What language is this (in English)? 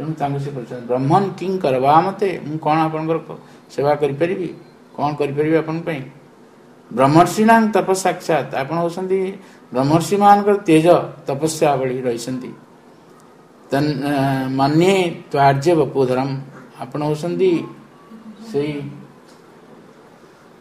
Odia